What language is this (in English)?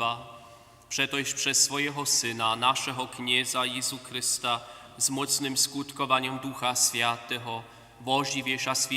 Upper Sorbian